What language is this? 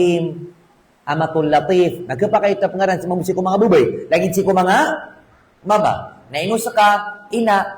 Maranao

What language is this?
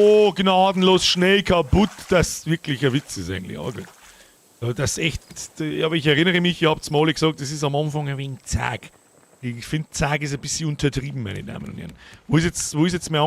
Bavarian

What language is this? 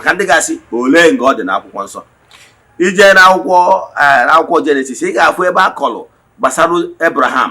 Igbo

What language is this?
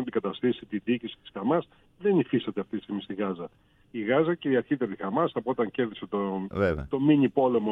Greek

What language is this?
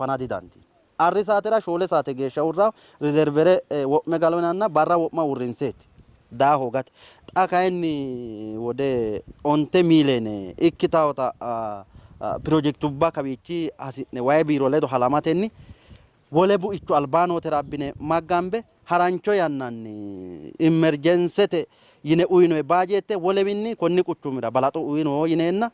Sidamo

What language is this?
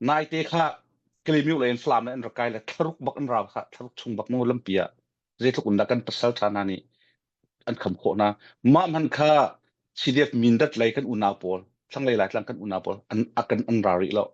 Hakha Chin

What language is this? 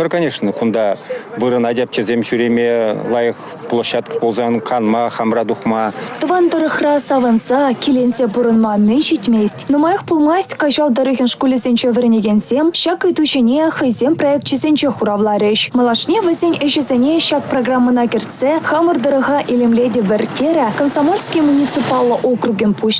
Chuvash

